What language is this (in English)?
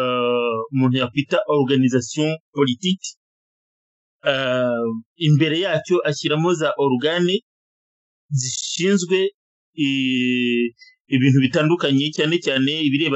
Kinyarwanda